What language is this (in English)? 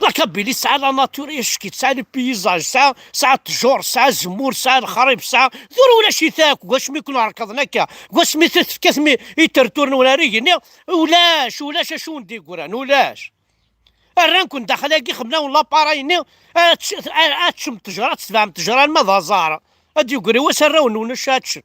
Kabyle